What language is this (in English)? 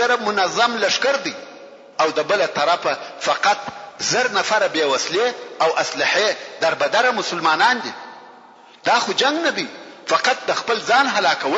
Pashto